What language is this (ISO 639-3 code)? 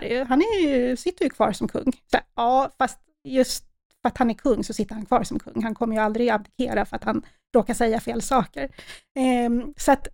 swe